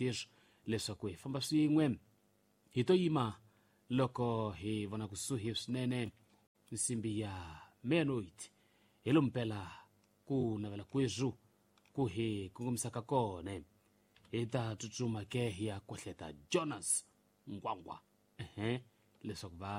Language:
Tsonga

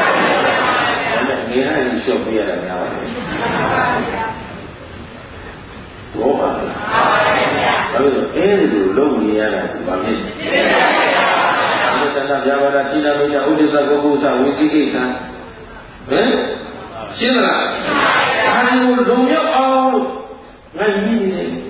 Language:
Burmese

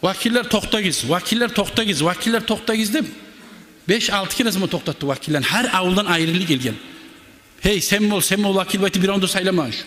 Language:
Kumyk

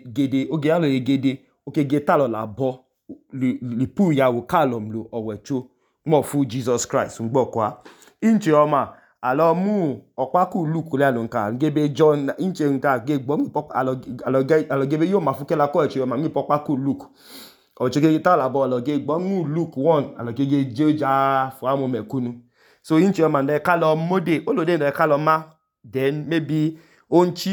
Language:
Idoma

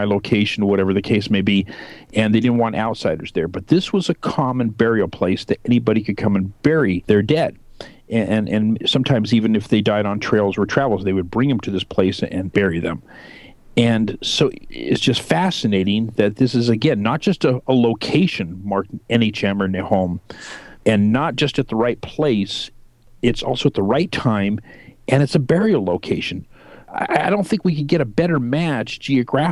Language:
English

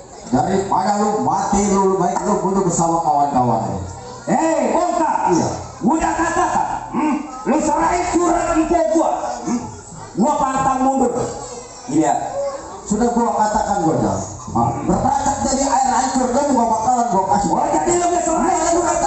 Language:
Betawi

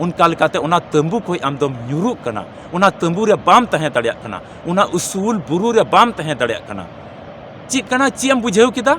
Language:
Santali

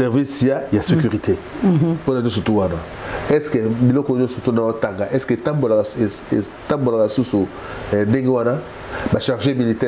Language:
Lingala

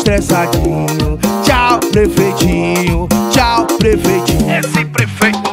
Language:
Portuguese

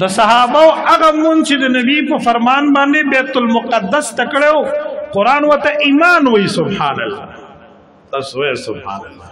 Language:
Pashto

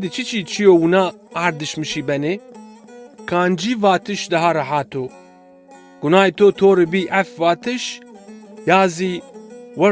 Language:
Zaza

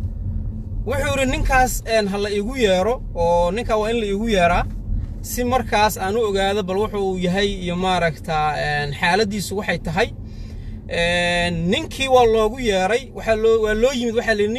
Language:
Somali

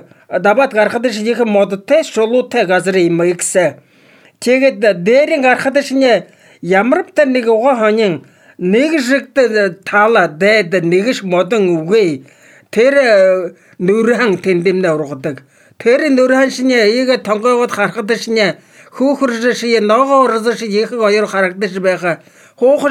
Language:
Mongolian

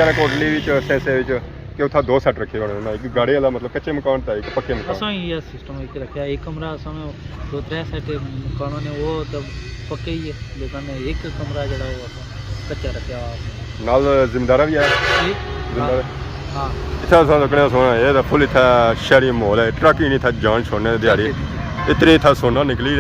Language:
Pahari-Potwari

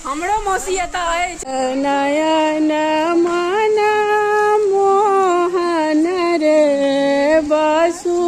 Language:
Maithili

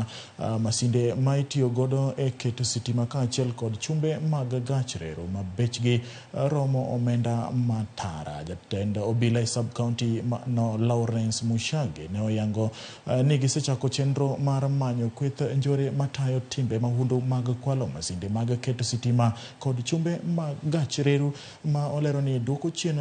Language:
Luo (Kenya and Tanzania)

